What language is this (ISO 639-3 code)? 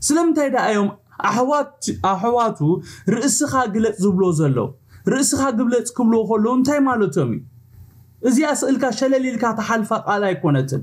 tir